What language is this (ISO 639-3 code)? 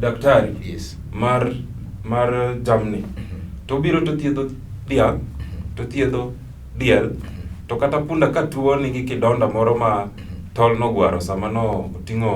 luo